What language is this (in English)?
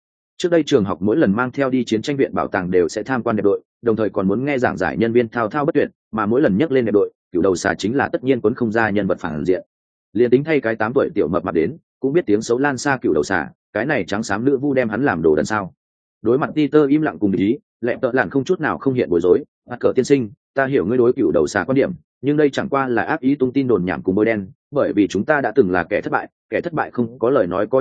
Vietnamese